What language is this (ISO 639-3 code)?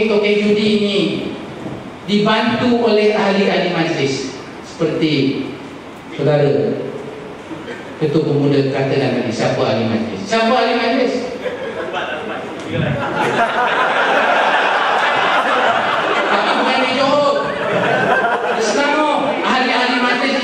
msa